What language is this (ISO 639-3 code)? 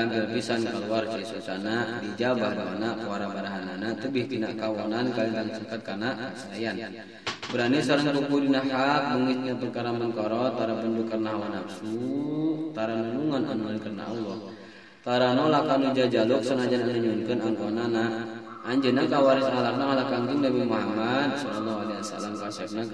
sun